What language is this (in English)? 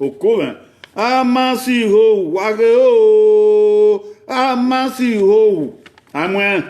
Bini